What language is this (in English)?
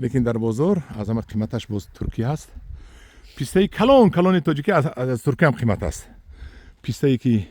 Tajik